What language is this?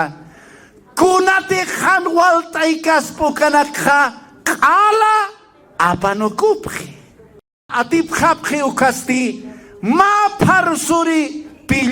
Aymara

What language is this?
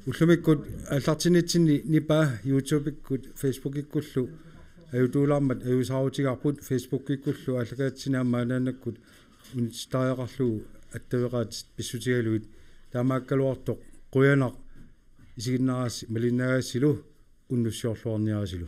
Kalaallisut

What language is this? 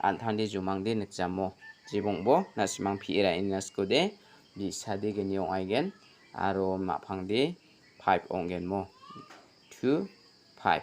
Garo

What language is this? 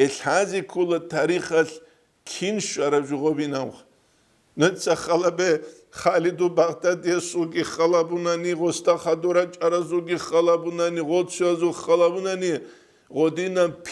Avaric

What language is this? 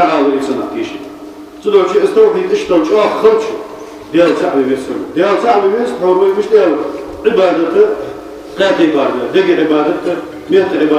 Ingush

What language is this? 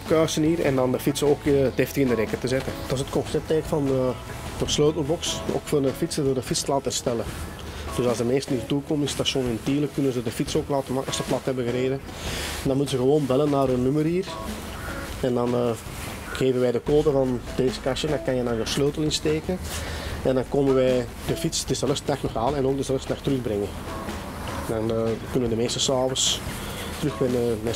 Dutch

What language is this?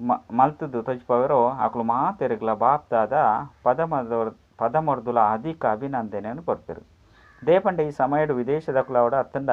Tulu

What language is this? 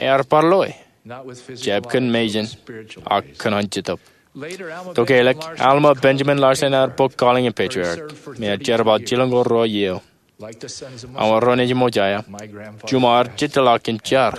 Marshallese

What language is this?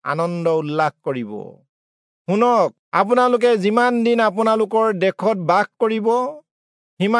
Assamese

